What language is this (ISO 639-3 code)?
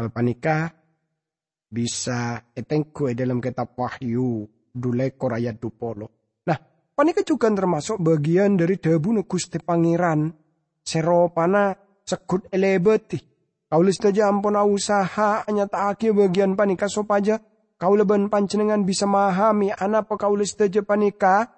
mad